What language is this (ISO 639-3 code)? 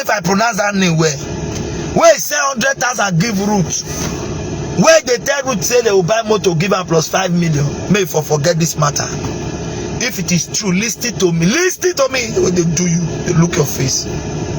pcm